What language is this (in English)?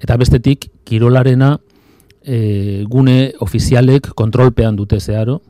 Basque